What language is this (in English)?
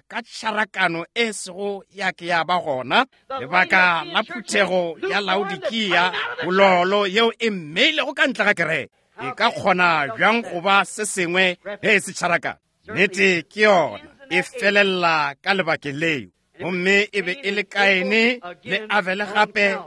Northern Sotho